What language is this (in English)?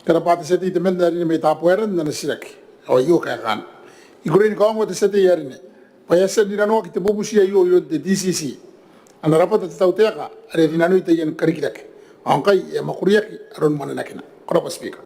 Gilbertese